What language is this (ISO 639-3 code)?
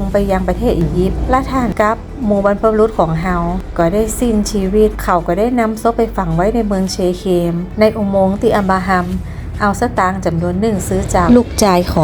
nod